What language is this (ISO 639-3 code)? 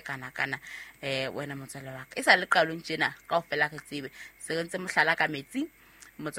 sot